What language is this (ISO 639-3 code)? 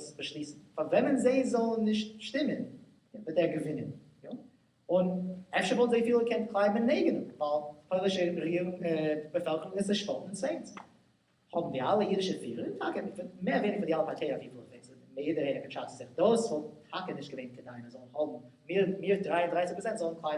yid